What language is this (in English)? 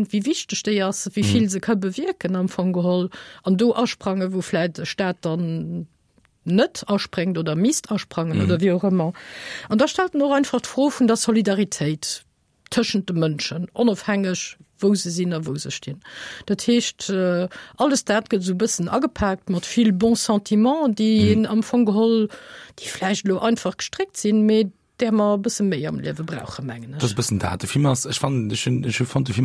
Luxembourgish